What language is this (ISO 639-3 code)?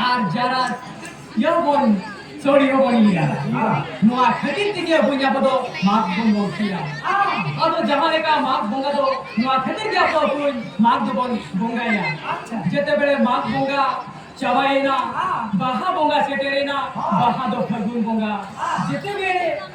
sat